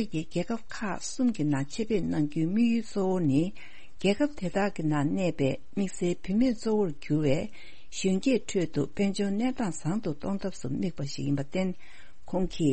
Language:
Tibetan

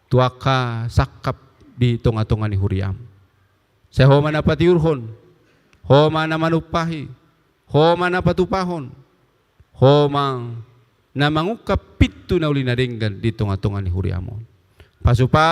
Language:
Batak Toba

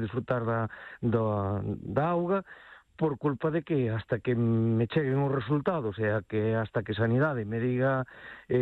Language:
Galician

